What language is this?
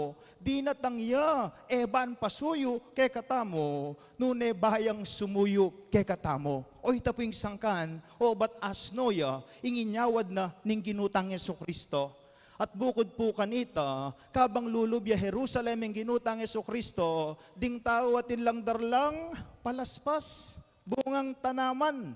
Pampanga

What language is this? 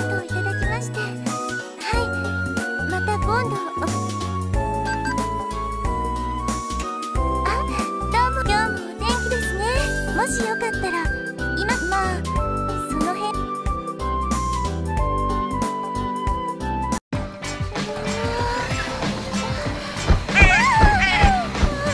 Japanese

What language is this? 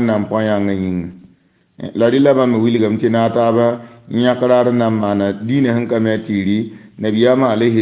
Mossi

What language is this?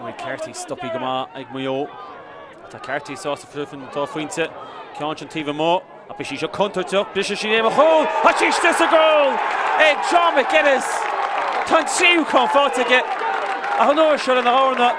Irish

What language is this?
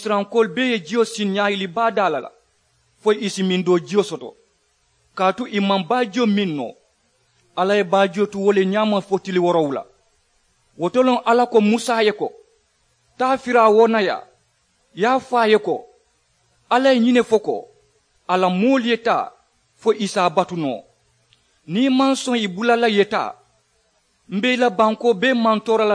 Mandingo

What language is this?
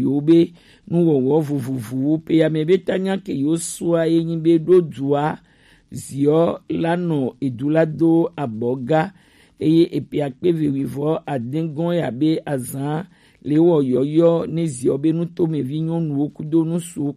Gen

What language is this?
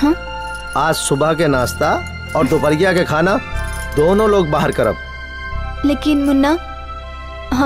Bhojpuri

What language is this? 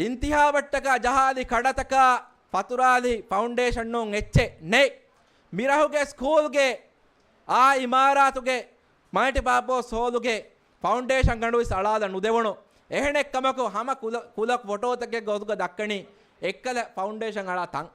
Divehi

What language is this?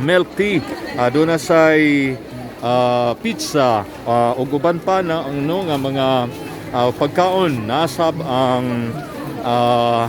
Cebuano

